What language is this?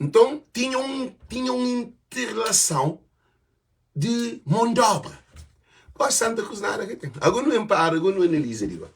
Kabuverdianu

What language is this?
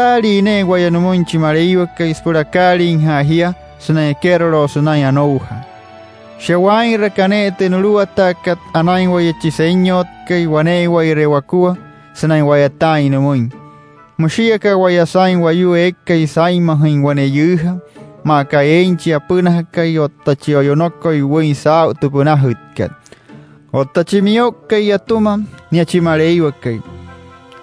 Wayuu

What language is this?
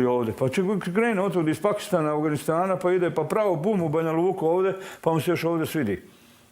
Bosnian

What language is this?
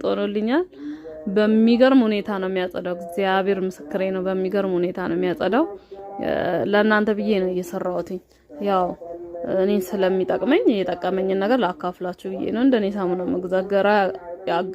Amharic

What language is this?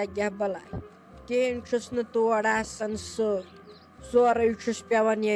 Kashmiri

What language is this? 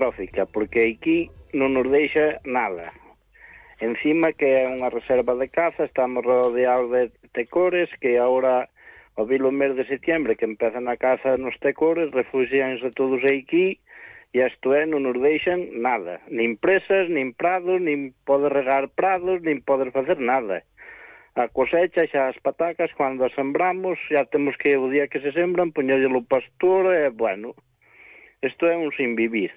Galician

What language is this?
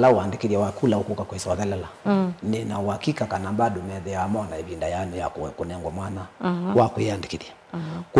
Kamba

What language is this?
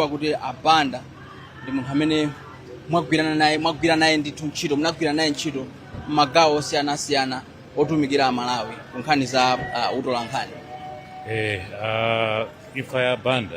Nyanja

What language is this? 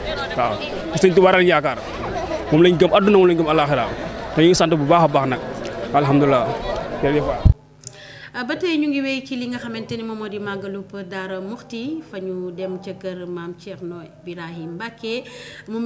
Wolof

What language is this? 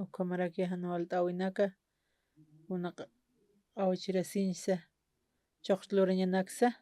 Aymara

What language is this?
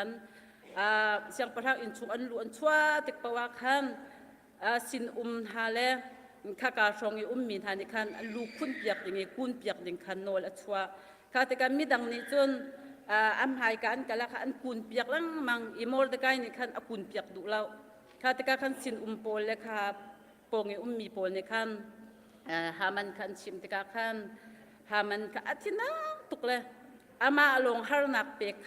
Hakha Chin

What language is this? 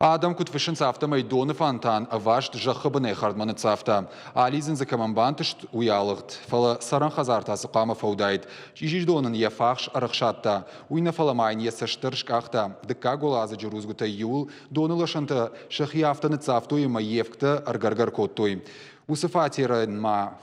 Ossetic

